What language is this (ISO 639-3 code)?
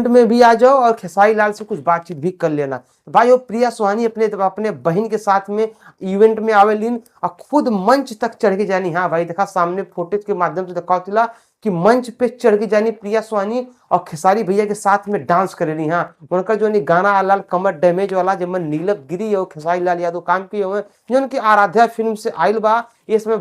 bho